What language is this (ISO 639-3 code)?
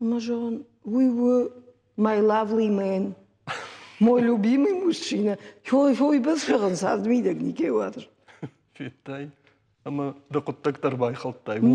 oss